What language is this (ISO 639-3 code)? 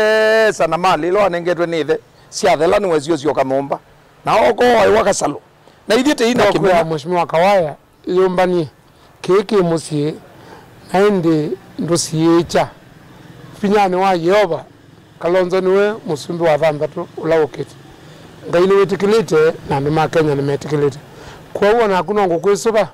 kam